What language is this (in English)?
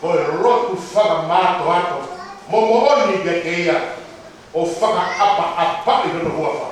Tongan